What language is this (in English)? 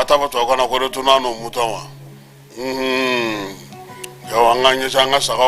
Bambara